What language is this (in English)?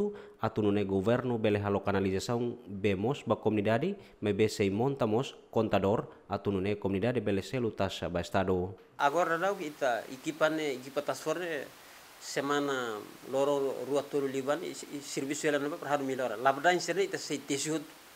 Tetum